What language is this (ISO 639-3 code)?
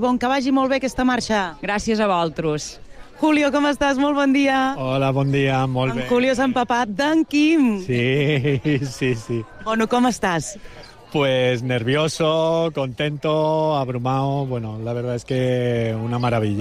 cat